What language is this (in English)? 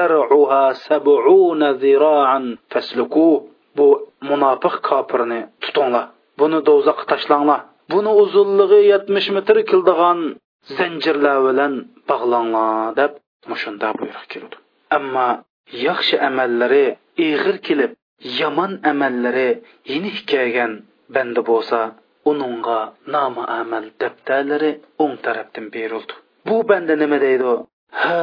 Uyghur